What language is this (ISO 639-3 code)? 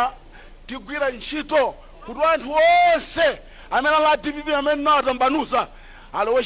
nya